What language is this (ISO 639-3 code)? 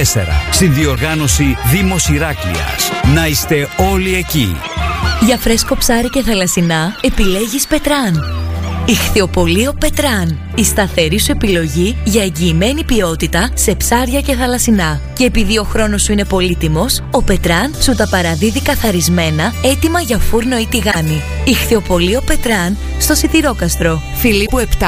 ell